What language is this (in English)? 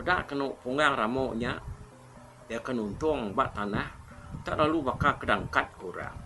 Iban